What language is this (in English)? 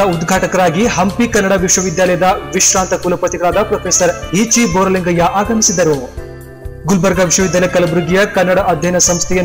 Kannada